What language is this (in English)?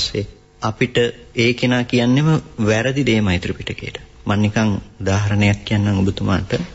Sinhala